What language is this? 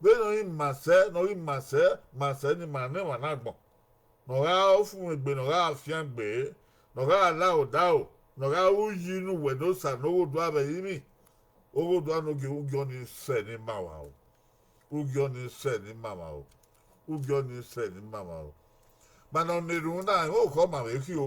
Bini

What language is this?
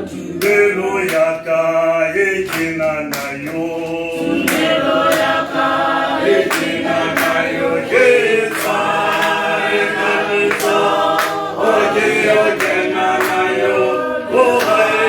Tswana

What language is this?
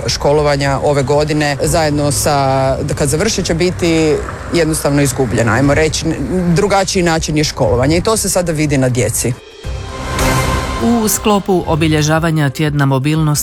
Croatian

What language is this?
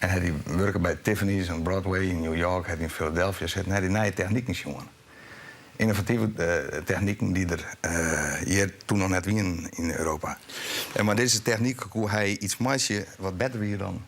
Western Frisian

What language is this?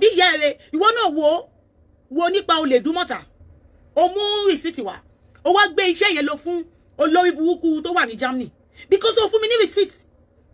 Yoruba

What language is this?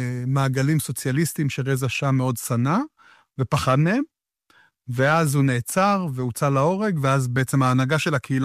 Hebrew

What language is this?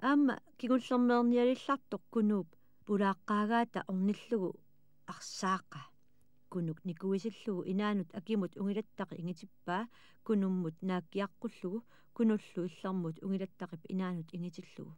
Kalaallisut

